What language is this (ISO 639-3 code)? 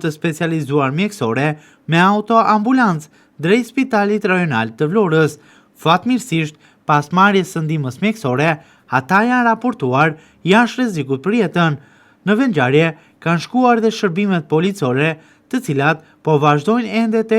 sqi